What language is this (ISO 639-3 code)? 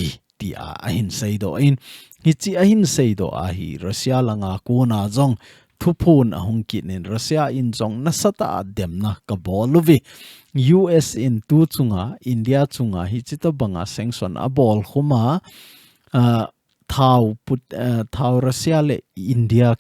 tcz